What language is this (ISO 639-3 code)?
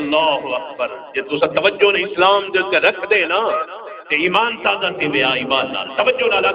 skr